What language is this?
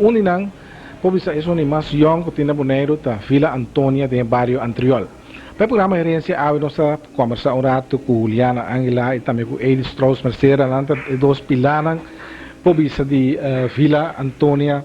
Papiamento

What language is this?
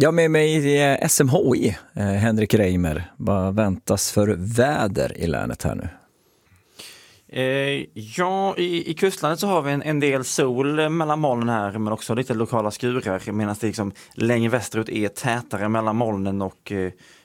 Swedish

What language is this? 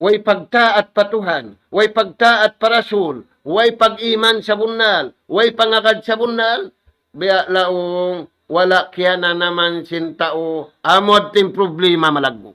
Tausug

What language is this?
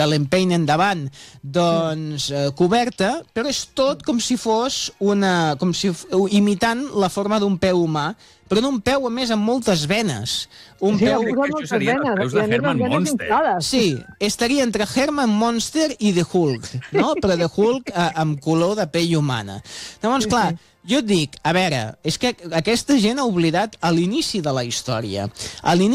Catalan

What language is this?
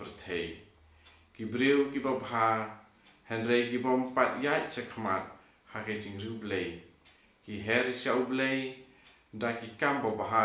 Khasi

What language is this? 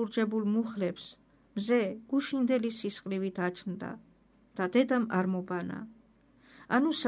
Georgian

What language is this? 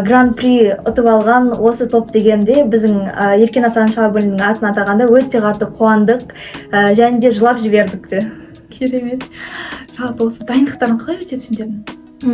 Kazakh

